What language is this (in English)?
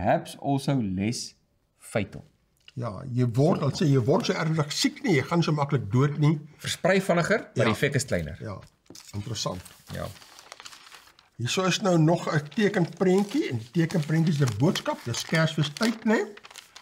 Afrikaans